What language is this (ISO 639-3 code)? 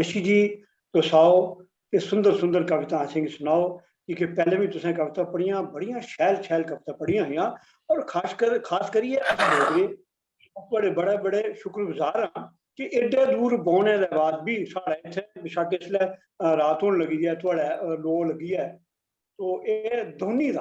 doi